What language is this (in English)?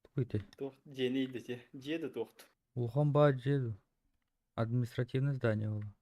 Yakut